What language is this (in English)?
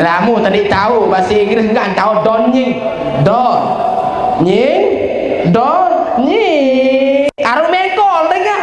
Sasak